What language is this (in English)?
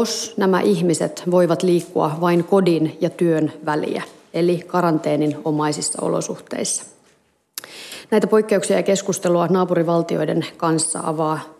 Finnish